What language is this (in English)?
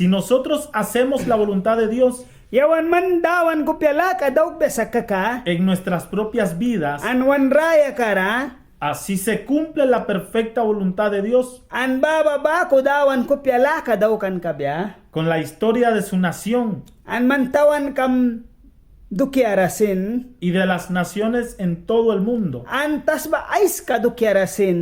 Mískito